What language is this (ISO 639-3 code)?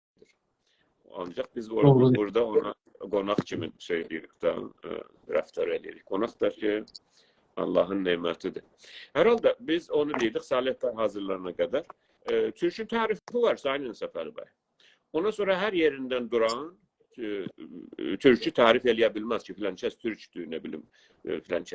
azb